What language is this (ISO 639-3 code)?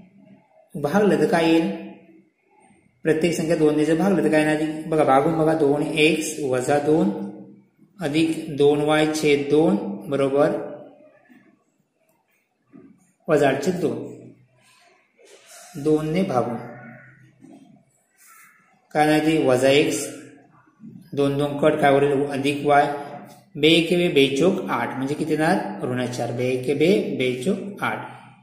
mar